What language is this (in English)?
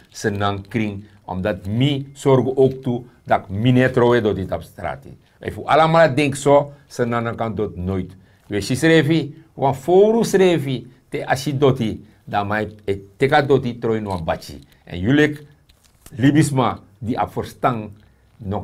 Sranan Tongo